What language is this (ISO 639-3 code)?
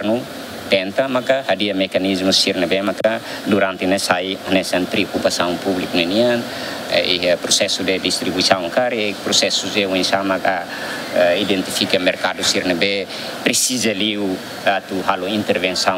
tet